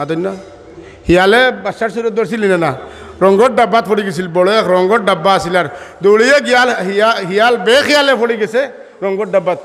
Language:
Sylheti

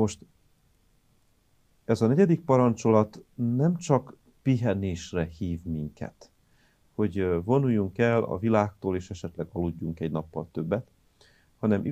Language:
Hungarian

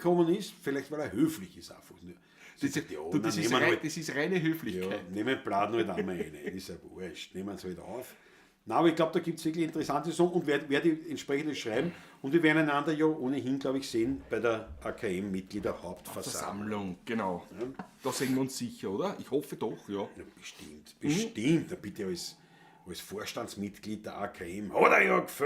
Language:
Bavarian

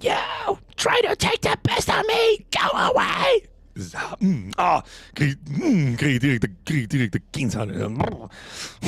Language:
Bavarian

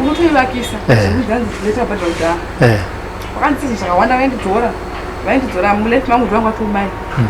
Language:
Shona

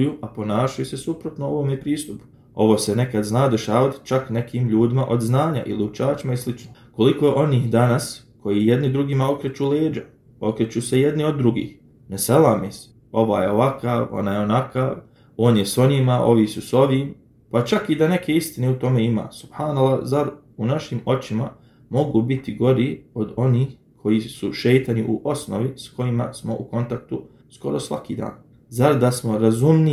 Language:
Bosnian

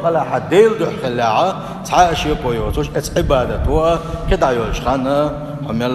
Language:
Chechen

